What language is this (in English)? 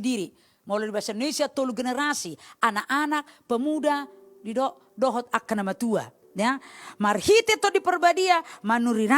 Batak Toba